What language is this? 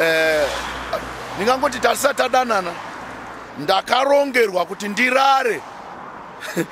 Shona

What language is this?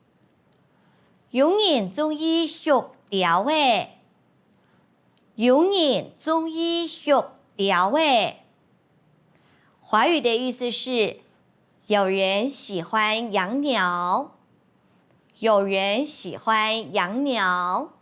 Hakka Chinese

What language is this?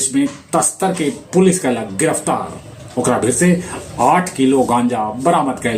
Magahi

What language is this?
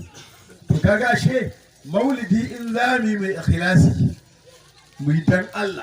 Hausa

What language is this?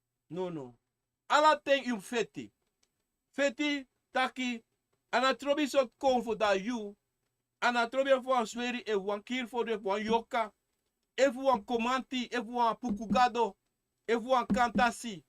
Sranan Tongo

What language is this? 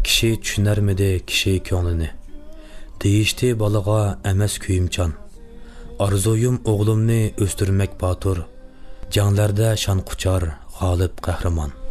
Uyghur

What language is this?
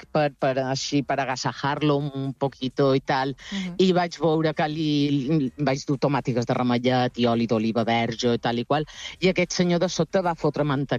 Catalan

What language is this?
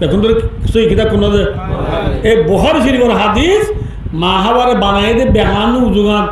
Rohingya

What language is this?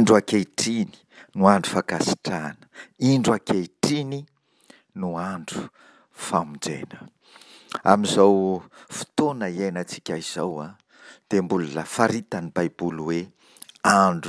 Malagasy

